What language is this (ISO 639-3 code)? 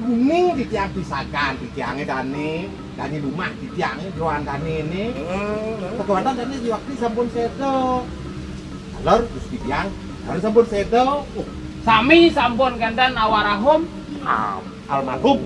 ban